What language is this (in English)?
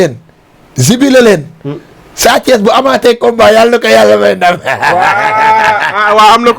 Wolof